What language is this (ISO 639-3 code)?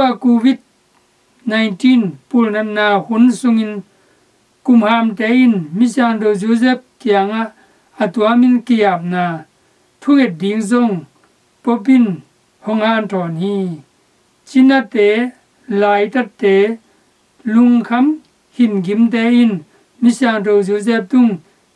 ctd